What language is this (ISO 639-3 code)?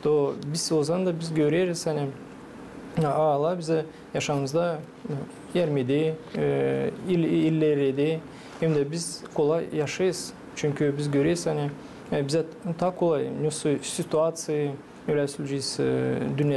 gag